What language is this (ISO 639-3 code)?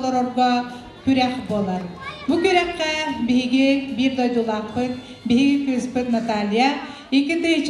sah